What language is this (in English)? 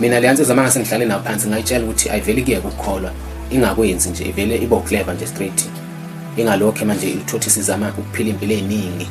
Zulu